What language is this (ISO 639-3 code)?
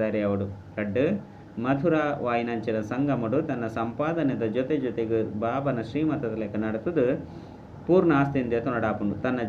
tcy